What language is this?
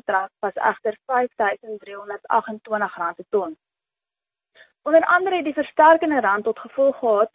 Afrikaans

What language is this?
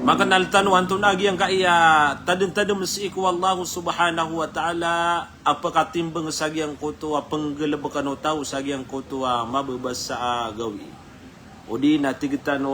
Maranao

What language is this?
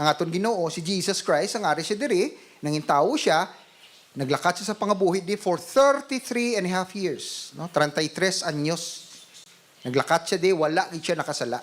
Hiligaynon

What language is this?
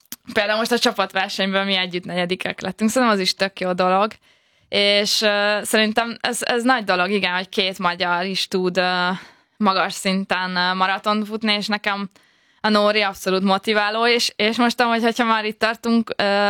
Hungarian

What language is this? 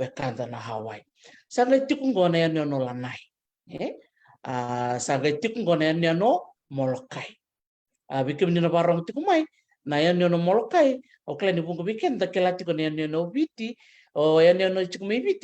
Fijian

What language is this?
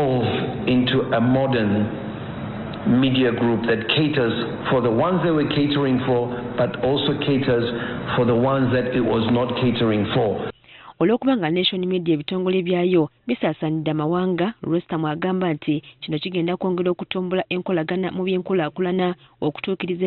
Ganda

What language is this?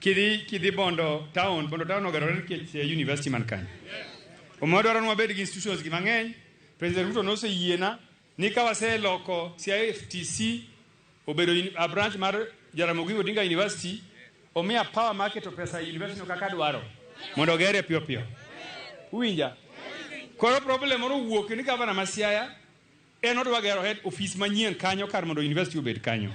Luo (Kenya and Tanzania)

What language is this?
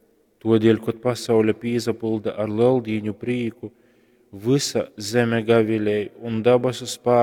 Latgalian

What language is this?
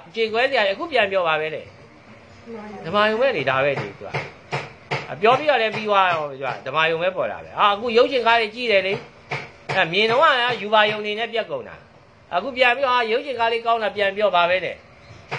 Burmese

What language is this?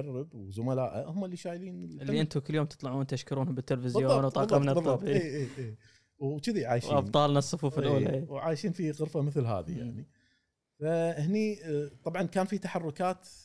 Gulf Arabic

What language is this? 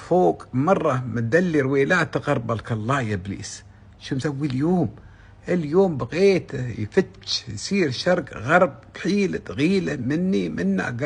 Gulf Arabic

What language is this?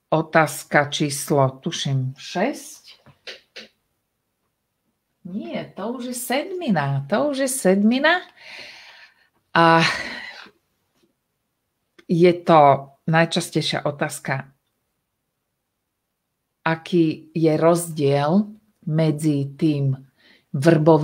Slovak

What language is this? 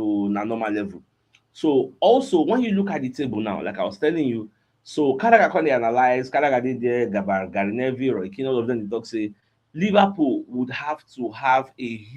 Nigerian Pidgin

